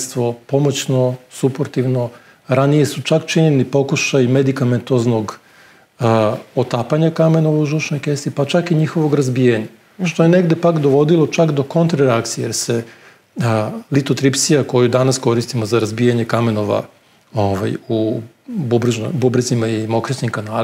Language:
Serbian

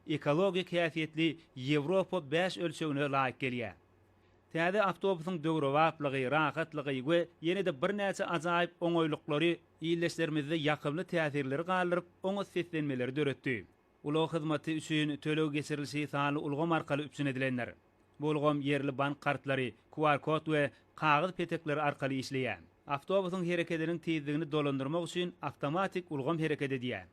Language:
Turkmen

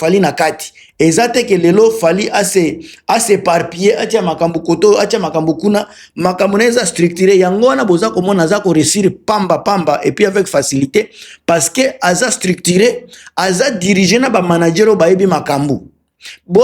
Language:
Lingala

